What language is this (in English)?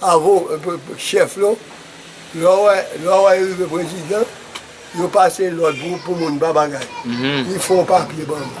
Haitian Creole